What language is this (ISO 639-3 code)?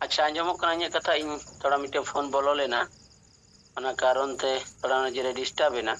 sat